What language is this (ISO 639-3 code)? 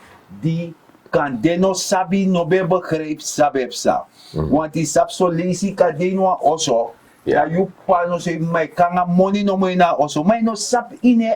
srn